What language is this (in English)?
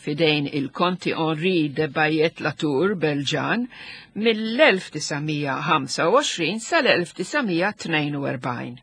Maltese